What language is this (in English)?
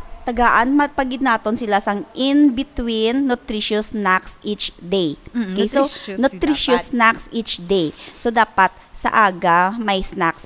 Hiligaynon